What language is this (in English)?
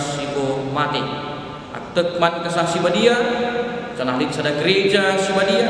Batak Karo